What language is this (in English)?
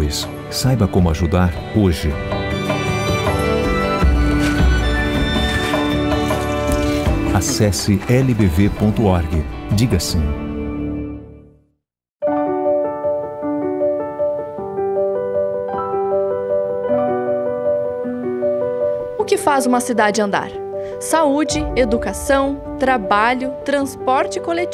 Portuguese